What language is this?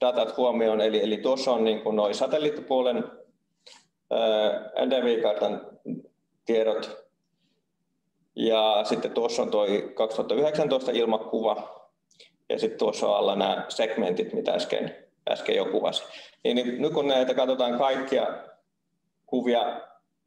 Finnish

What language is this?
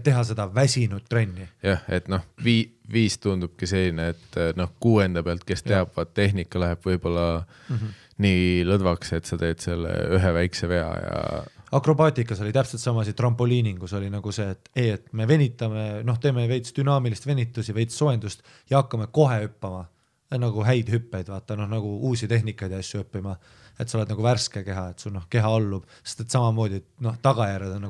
Estonian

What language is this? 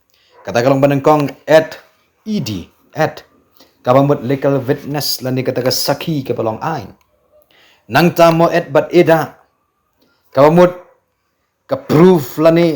Khasi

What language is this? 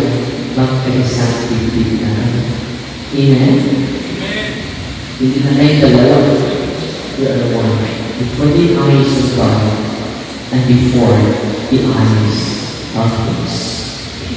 Filipino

